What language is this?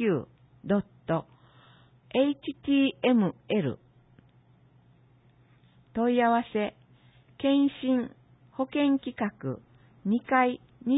Japanese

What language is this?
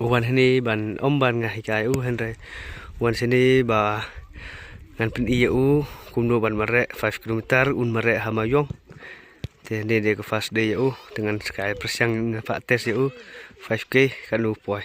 Khasi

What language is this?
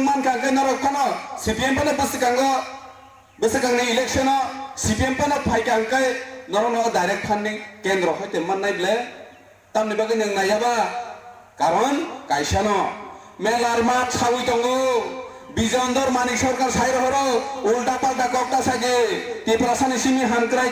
Kok Borok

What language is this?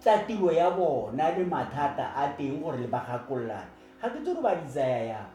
Tswana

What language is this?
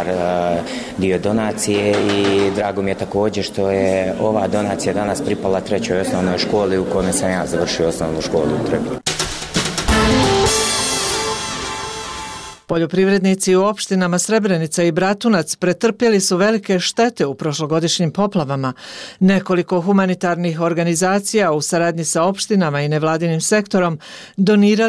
Serbian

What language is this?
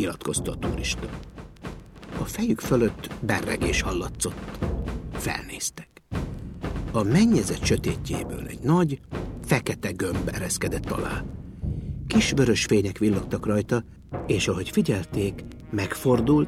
Hungarian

